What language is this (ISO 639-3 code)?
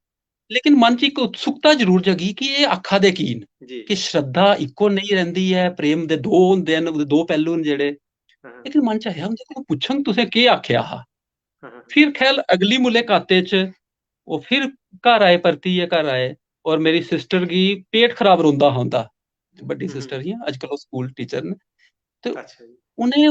doi